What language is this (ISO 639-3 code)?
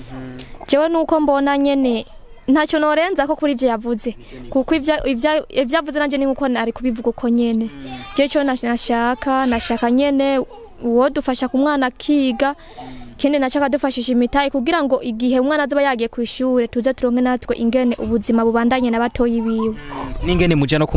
run